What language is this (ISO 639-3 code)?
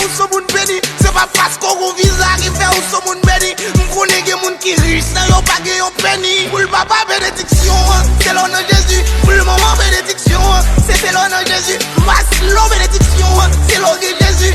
hat